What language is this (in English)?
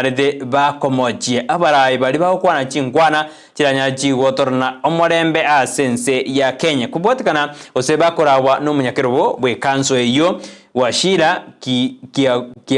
Gusii